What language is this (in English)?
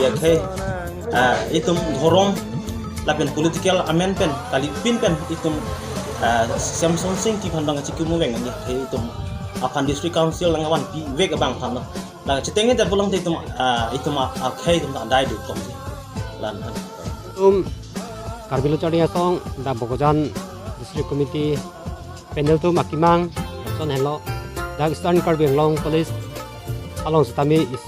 Karbi